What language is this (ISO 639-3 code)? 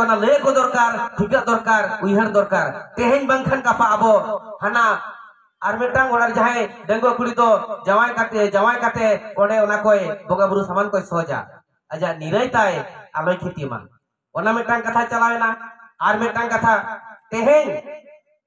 sat